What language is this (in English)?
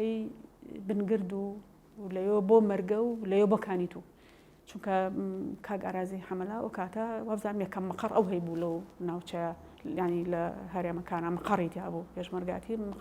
Central Kurdish